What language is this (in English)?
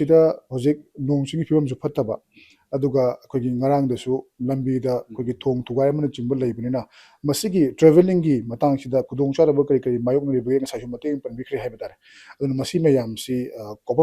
Manipuri